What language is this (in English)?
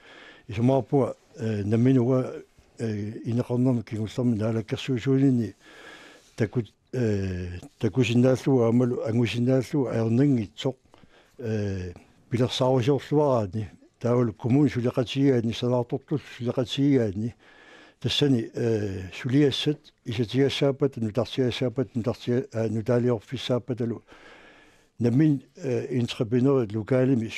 Kalaallisut